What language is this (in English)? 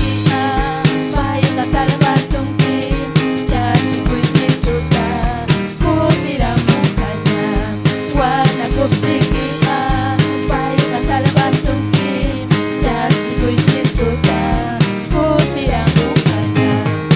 Ayacucho Quechua